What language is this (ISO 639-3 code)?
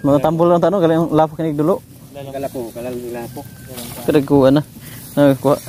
ceb